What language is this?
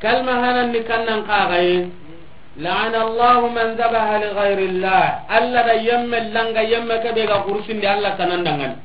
Soninke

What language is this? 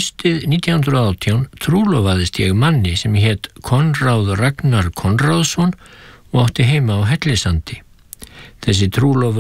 Icelandic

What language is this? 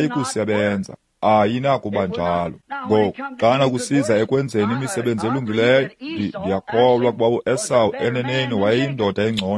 Xhosa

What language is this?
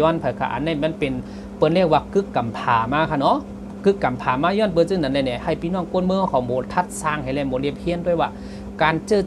Shan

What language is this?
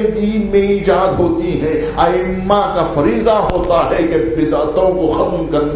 Urdu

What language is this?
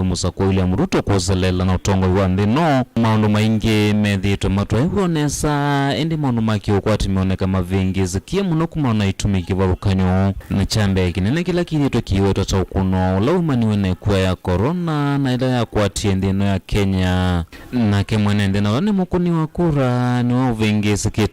Kamba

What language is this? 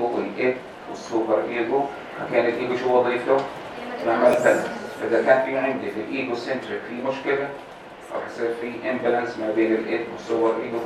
North Levantine Arabic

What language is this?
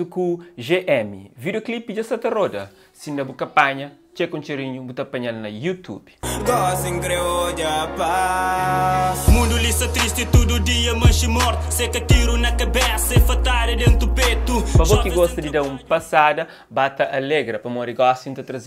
Kabuverdianu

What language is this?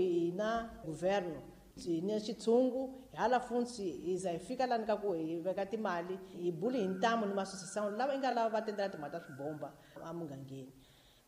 Tsonga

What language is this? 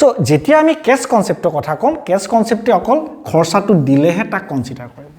Assamese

